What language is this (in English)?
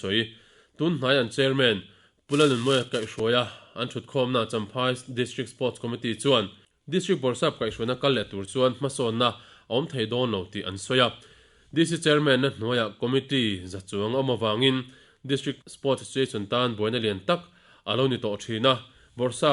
Mizo